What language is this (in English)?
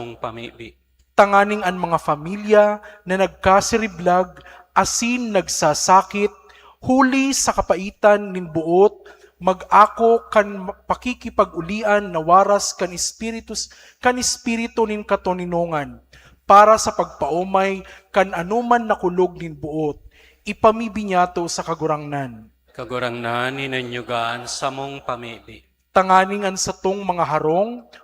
Bikol